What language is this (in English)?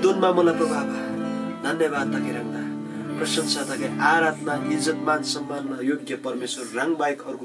Eastern Tamang